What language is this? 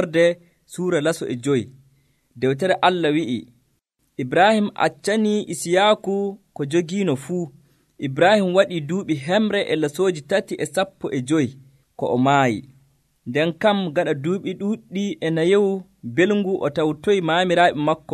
Nigerian Fulfulde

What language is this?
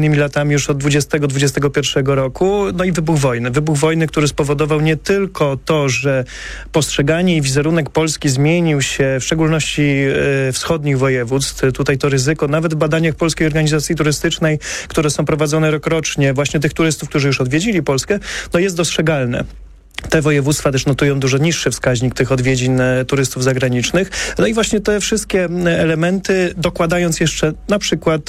Polish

